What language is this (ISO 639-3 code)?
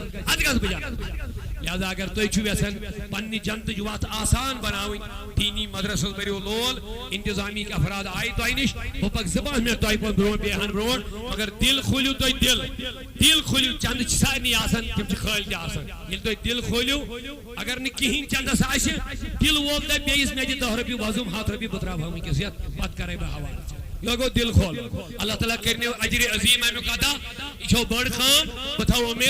kas